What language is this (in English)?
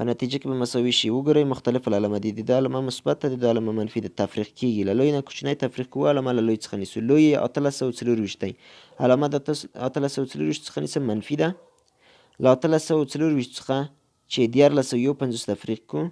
Pashto